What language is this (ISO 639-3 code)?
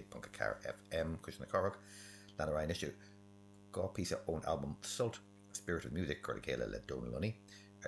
gle